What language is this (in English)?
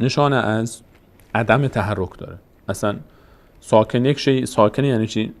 Persian